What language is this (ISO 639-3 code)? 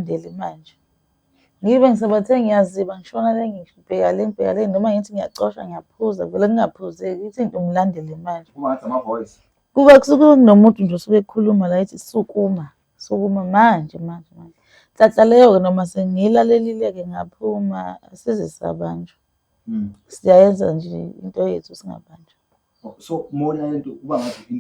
zul